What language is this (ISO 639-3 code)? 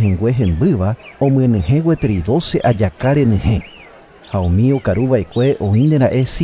grn